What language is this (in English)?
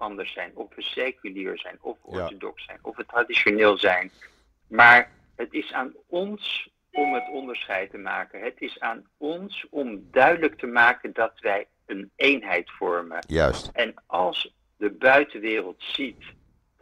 Dutch